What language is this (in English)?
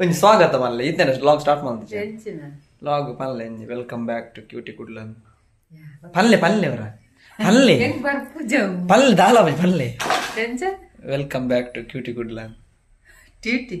Tulu